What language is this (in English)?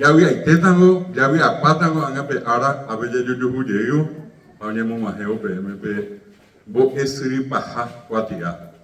Guarani